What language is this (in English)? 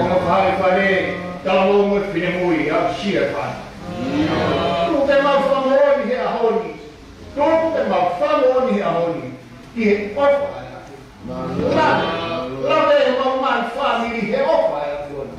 Tongan